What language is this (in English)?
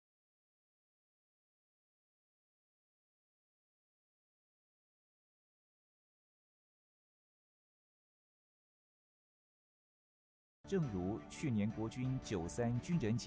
Chinese